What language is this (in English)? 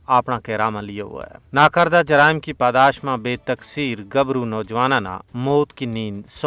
Gujari